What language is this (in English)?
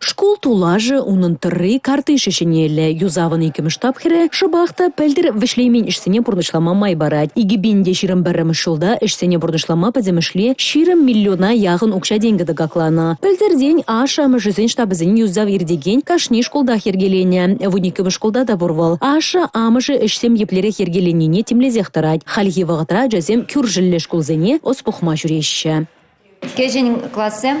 Chuvash